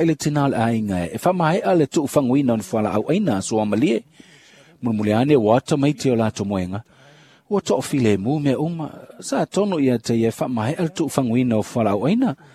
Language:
Samoan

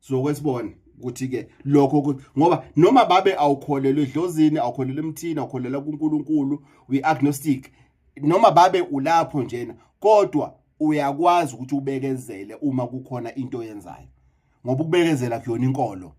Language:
Zulu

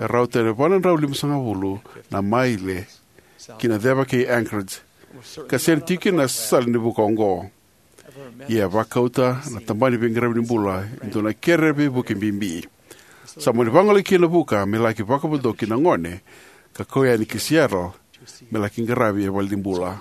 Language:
Fijian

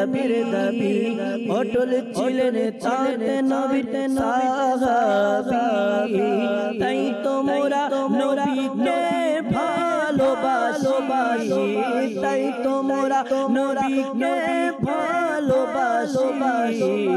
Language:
Bangla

